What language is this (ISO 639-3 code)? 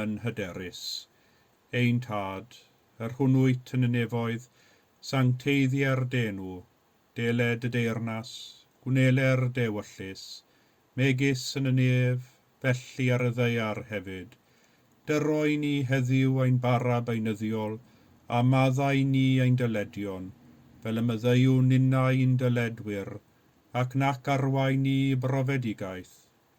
cym